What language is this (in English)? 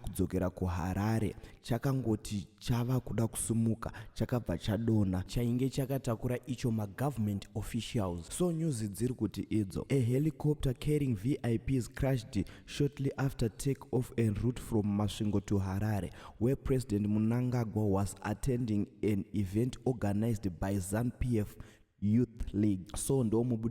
Shona